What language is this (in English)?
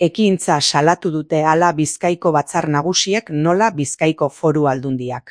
Basque